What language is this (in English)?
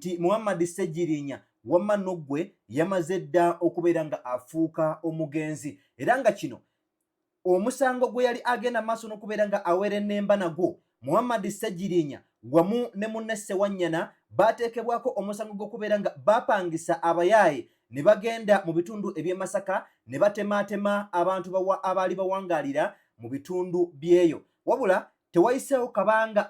Ganda